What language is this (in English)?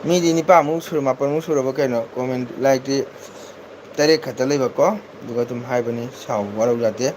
Manipuri